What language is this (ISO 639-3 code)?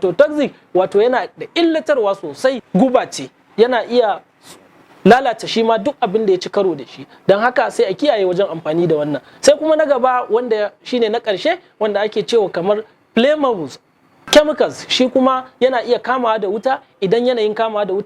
hau